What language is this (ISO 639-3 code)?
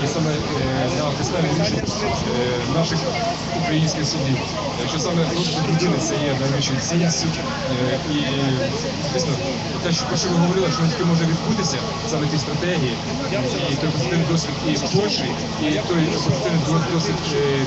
ukr